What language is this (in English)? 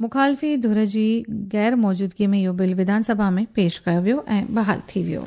Sindhi